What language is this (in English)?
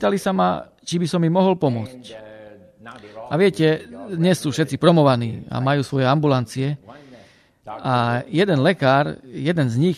Slovak